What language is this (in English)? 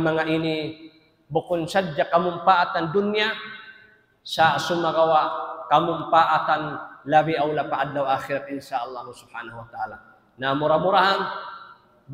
Tausug